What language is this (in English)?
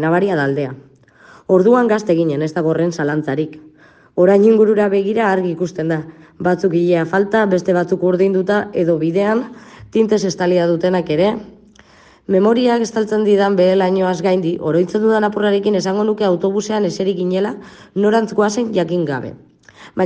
Basque